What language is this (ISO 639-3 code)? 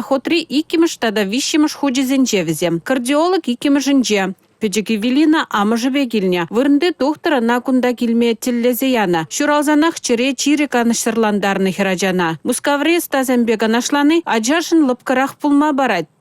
chv